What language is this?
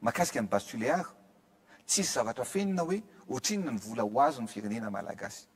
Malagasy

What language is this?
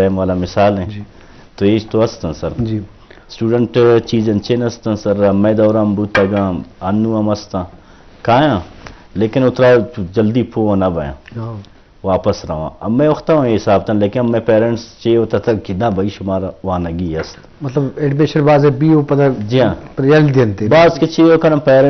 Eastern Balochi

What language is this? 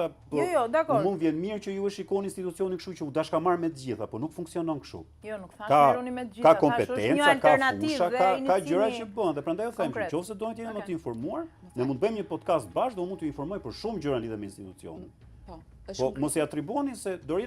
Albanian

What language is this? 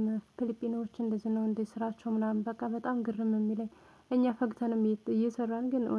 Amharic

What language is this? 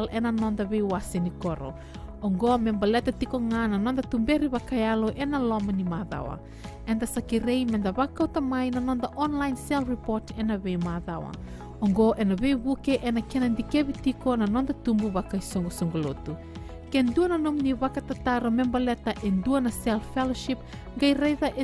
Fijian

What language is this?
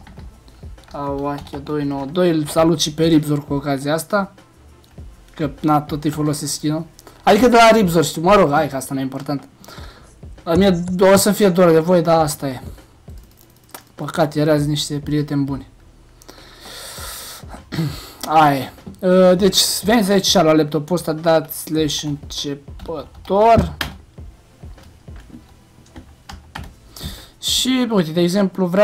Romanian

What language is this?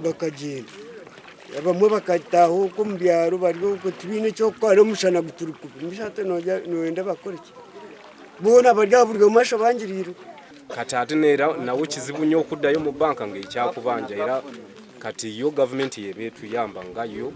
Nyankole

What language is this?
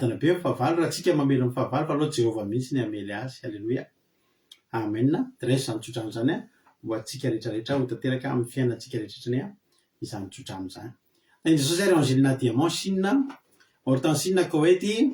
Malagasy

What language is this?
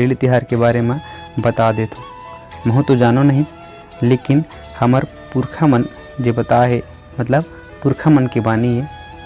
Chhattisgarhi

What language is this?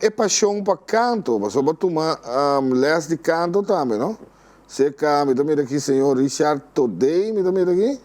Papiamento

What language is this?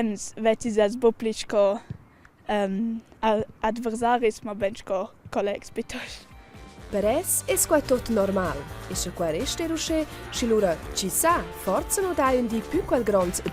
Romansh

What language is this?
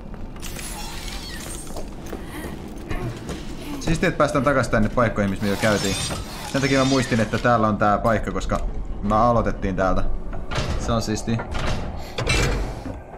Finnish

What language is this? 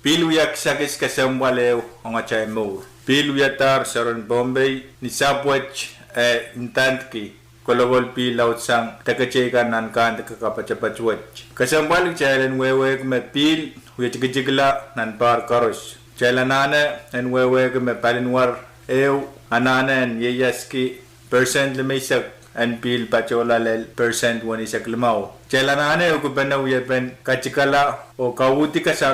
Pohnpeian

